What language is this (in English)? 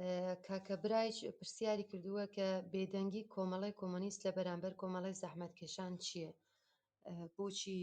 Central Kurdish